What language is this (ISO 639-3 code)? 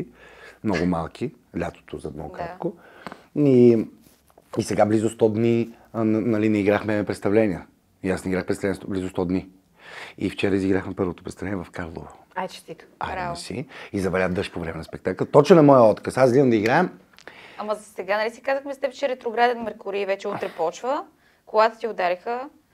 bul